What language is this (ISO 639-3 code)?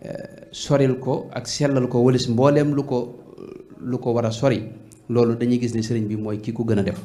wol